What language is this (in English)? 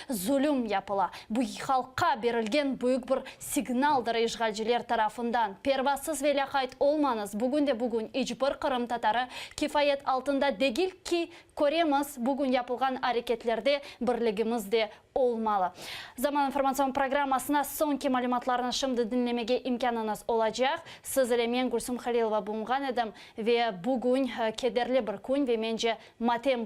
Crimean Tatar